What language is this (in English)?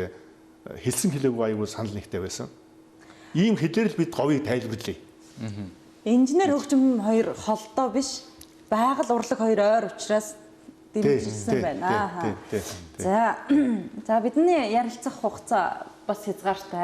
Mongolian